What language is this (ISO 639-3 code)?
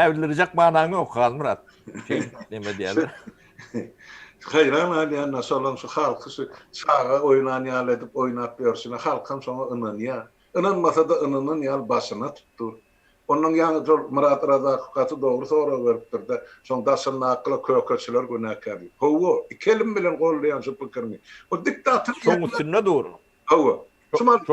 tuk